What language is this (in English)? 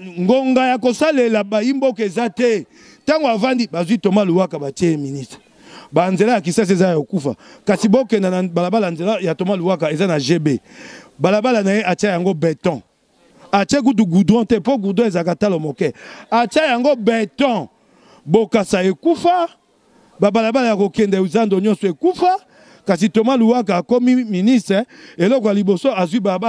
Lingala